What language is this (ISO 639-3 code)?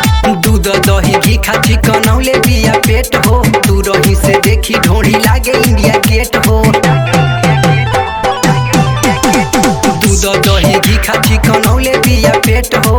bho